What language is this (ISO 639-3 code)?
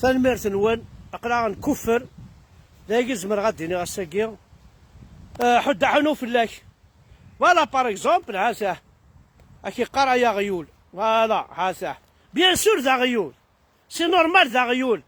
kab